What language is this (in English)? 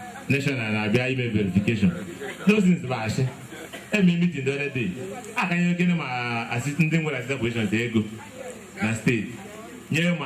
Igbo